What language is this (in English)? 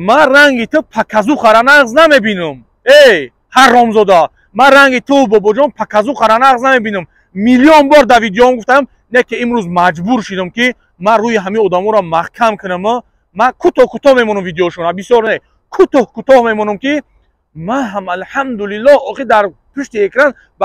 Tajik